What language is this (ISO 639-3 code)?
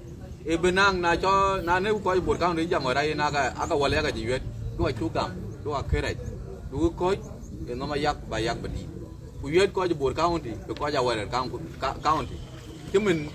din